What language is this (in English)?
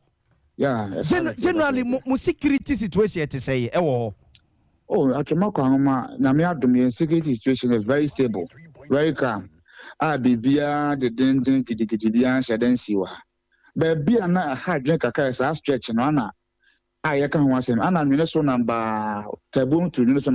Akan